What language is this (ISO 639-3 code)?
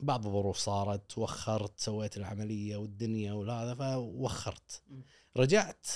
afb